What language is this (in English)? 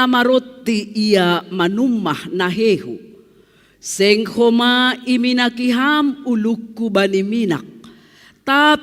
Batak Simalungun